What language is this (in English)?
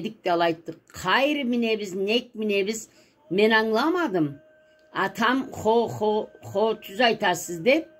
Karachay-Balkar